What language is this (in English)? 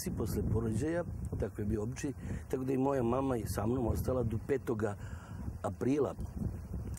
Serbian